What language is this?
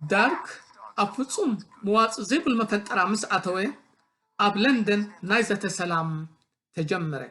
Tigrinya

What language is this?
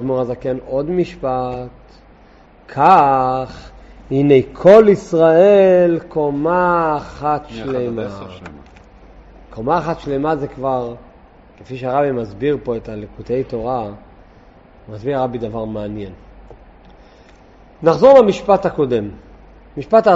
Hebrew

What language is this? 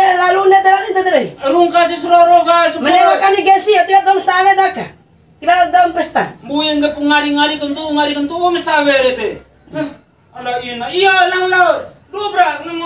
Bima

